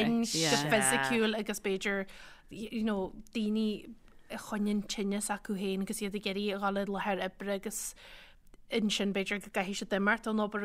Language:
Irish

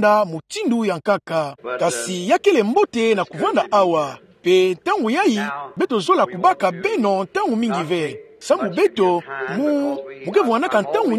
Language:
Kituba (Democratic Republic of Congo)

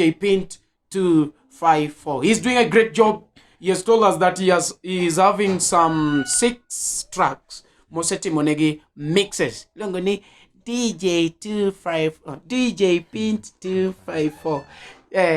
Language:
Luo (Kenya and Tanzania)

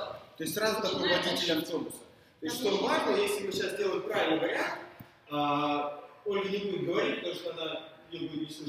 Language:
Russian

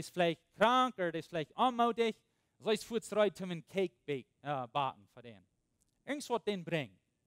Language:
Plautdietsch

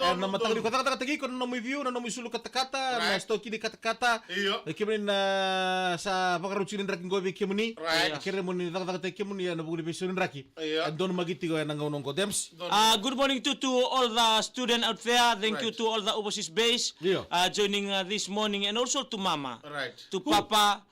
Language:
Fijian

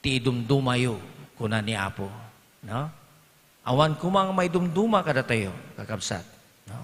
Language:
Iloko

